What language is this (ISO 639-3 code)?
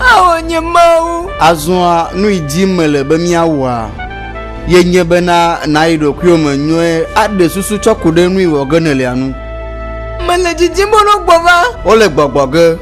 ewe